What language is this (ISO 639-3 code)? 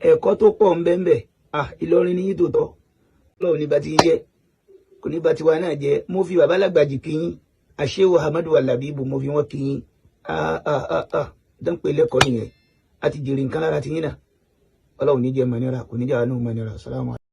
yor